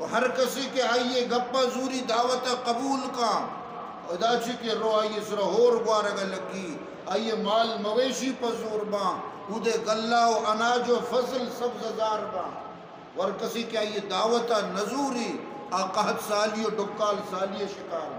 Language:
Eastern Balochi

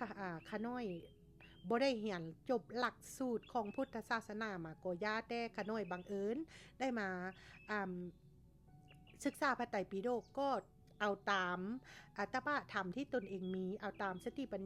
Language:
Lao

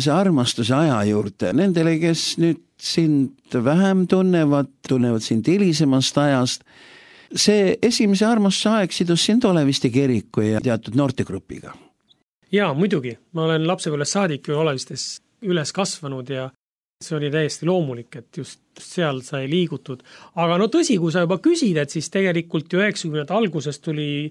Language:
Estonian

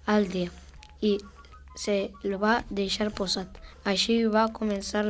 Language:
Catalan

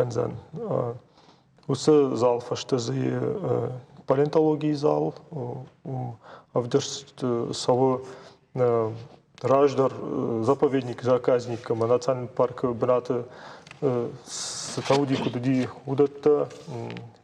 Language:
Ossetic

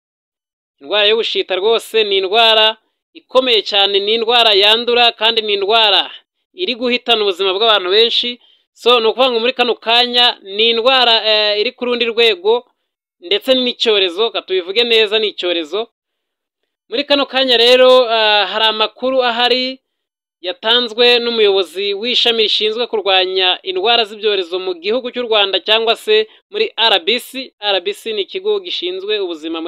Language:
Kinyarwanda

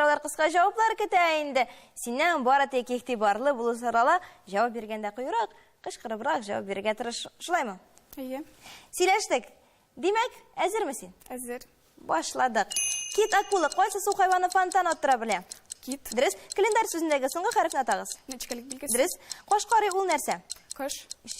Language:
Tatar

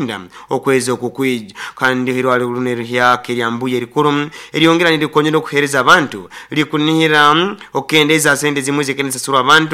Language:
Nyoro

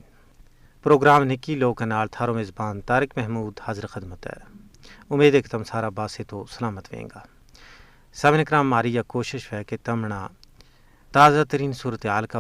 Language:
Gujari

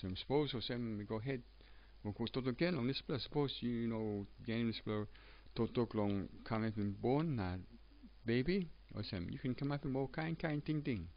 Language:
Tok Pisin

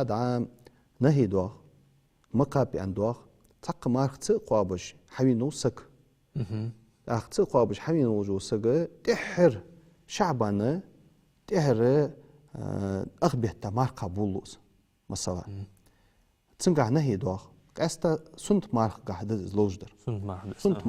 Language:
Ingush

